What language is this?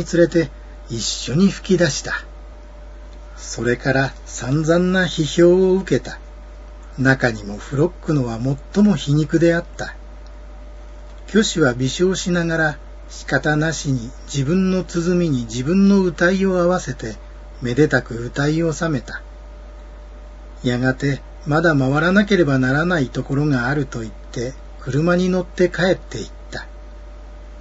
Japanese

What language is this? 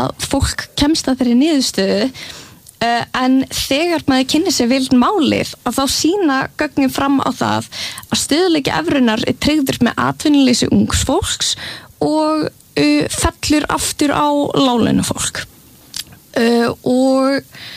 Icelandic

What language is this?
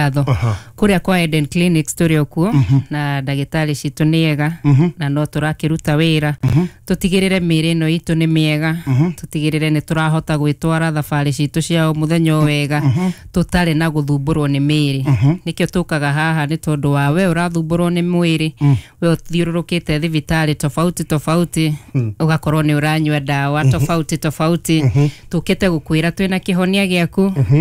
Kikuyu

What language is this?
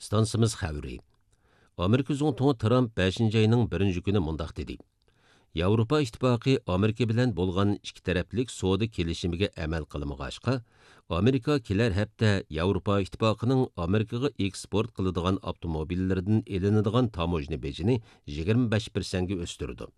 Uyghur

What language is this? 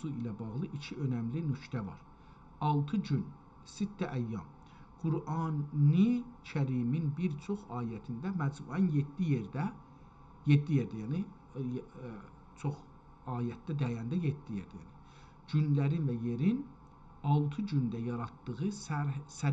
South Azerbaijani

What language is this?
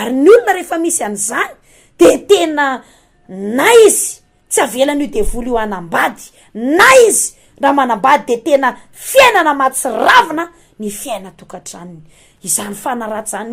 Malagasy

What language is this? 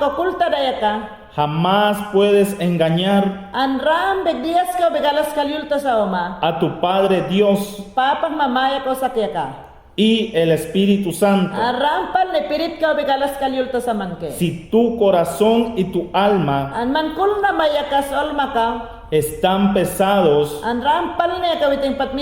Mayangna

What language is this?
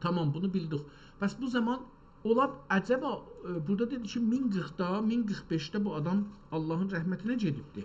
South Azerbaijani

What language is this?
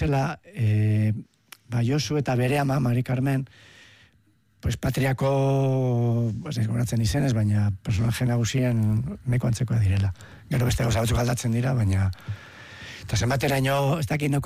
Basque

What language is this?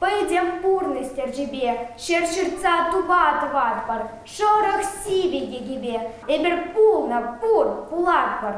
Chuvash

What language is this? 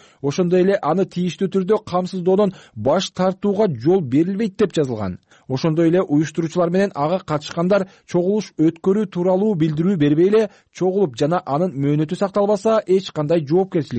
Kyrgyz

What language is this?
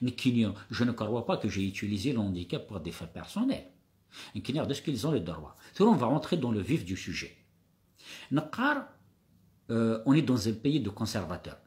Kabyle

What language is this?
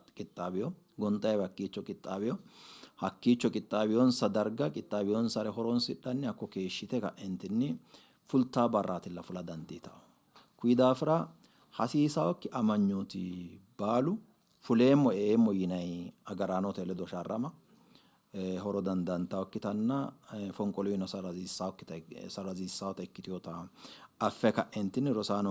Sidamo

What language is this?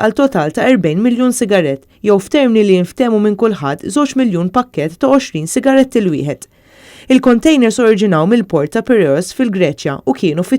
Maltese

